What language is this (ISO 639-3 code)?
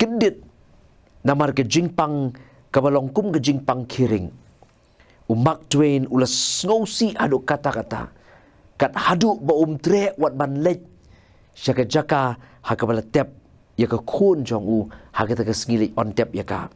kha